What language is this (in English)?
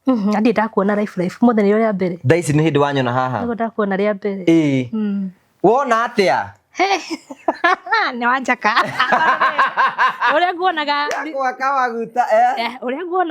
Kikuyu